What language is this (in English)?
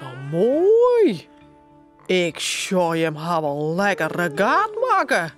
Western Frisian